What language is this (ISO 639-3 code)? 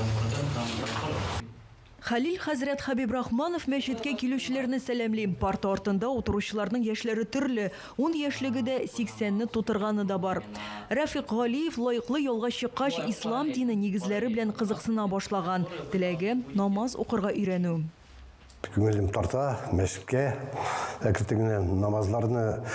tat